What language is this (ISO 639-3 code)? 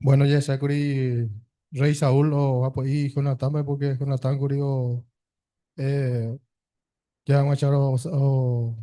grn